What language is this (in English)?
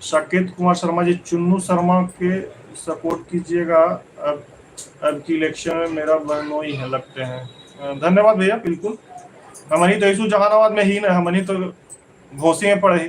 Magahi